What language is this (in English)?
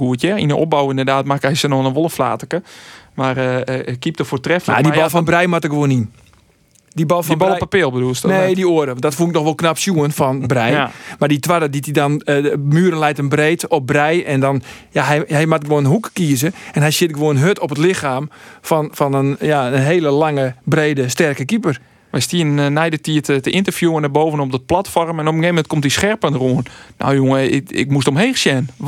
Western Frisian